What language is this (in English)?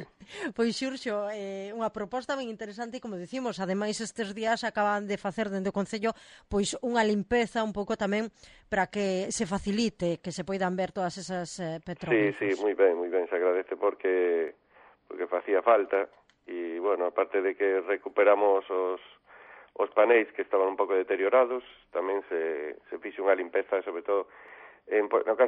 Galician